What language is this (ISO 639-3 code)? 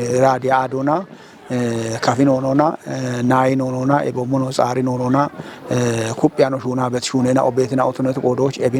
kbr